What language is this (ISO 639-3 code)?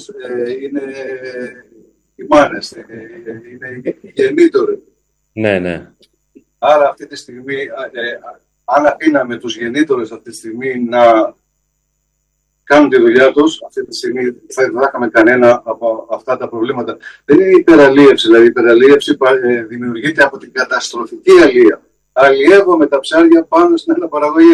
ell